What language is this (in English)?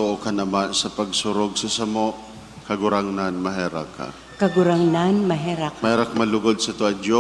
Bikol